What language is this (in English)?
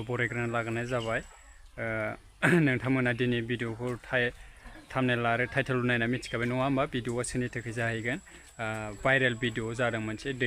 Bodo